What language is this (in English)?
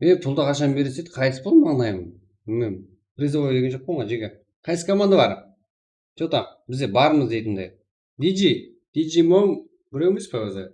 Kara-Kalpak